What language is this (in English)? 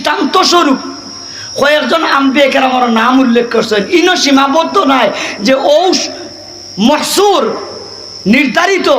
Sylheti